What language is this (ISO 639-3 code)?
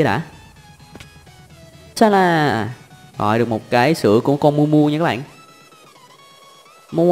vie